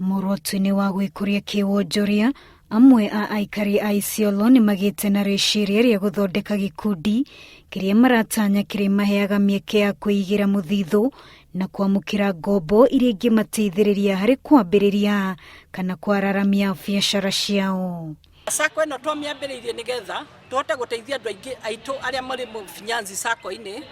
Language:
Kikuyu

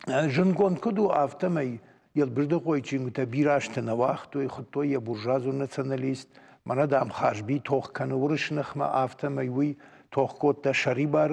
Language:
Ossetic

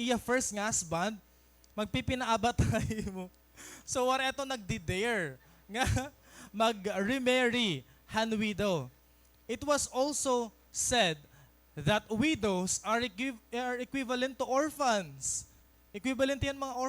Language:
Waray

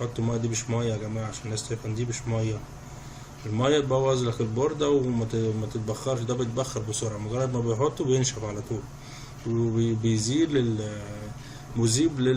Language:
Egyptian Arabic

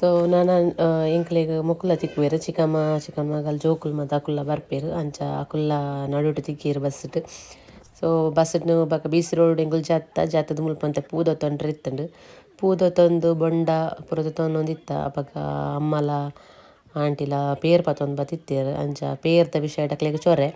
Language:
Tulu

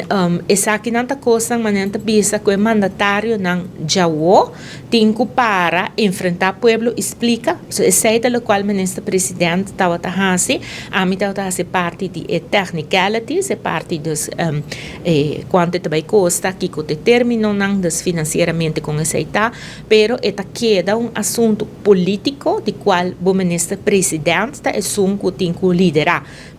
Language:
Papiamento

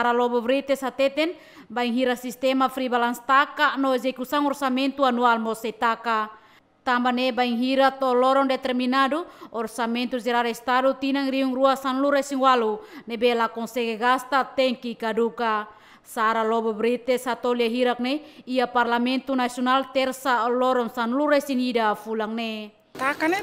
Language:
Tetum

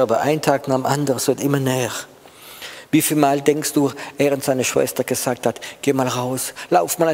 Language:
German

